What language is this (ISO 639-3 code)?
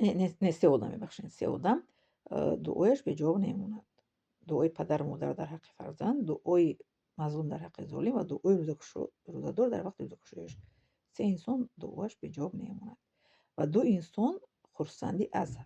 tgk